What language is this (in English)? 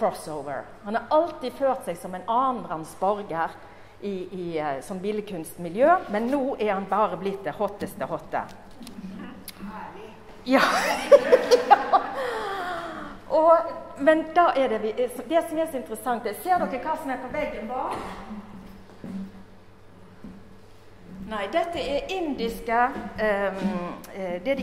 Norwegian